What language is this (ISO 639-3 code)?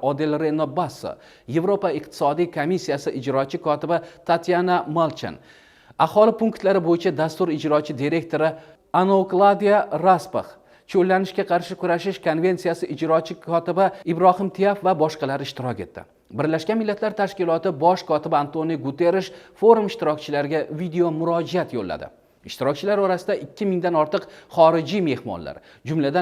uzb